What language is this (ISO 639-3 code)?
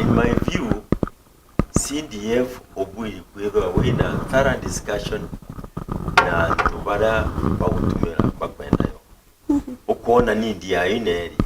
mer